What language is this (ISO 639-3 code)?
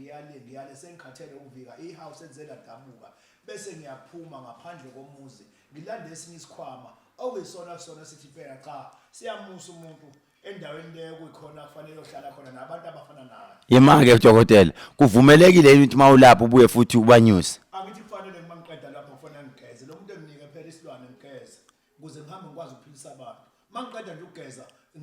zul